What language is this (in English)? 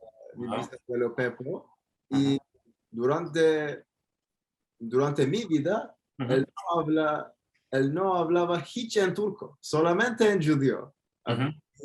Ladino